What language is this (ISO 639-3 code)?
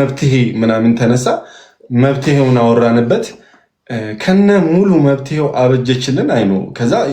amh